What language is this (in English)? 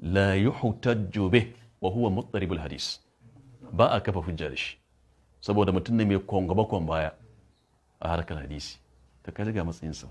Hausa